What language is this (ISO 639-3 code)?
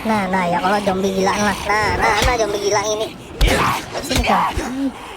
bjn